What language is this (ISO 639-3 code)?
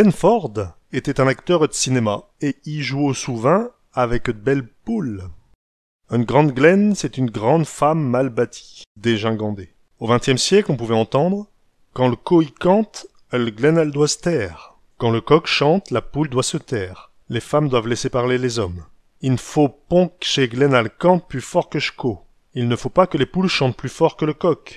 pcd